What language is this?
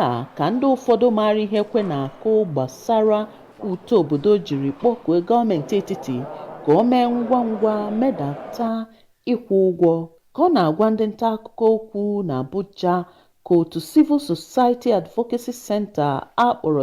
Igbo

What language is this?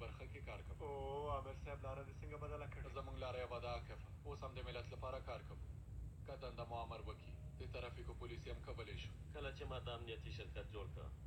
Pashto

